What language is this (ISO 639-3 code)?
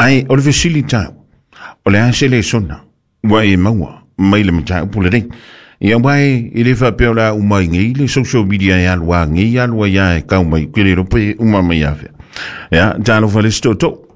smo